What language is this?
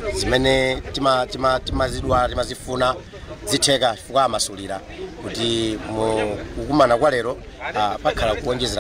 Nyanja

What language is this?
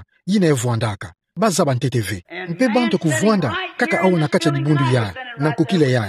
Kituba (Democratic Republic of Congo)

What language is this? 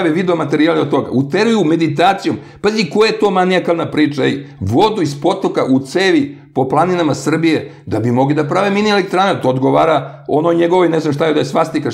Serbian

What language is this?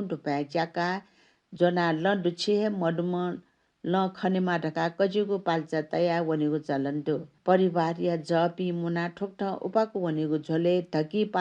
Newari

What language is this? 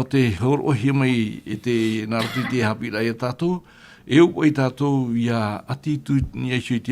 Tahitian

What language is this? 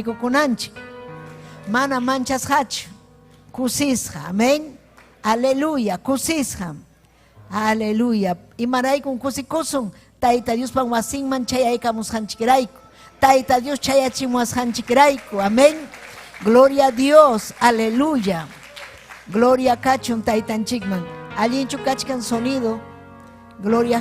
Ayacucho Quechua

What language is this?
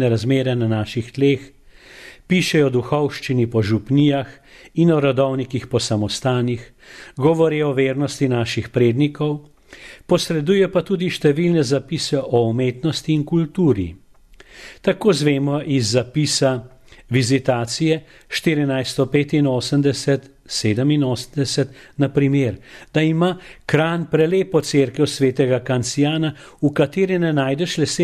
Slovenian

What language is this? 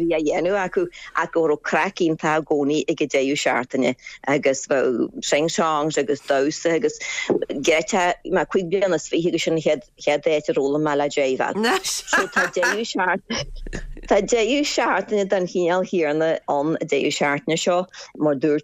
Irish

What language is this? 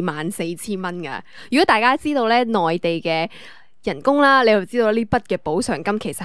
Cantonese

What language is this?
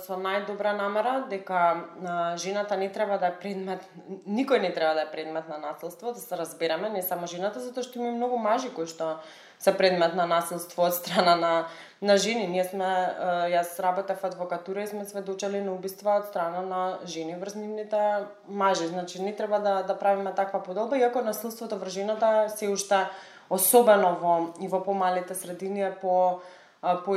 Macedonian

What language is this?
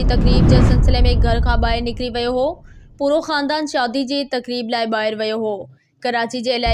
Sindhi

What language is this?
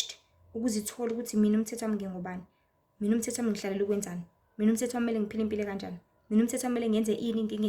Zulu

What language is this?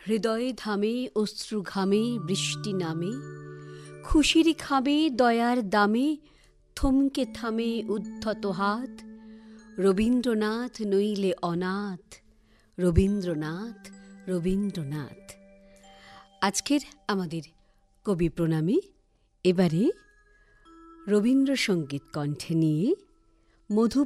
Bangla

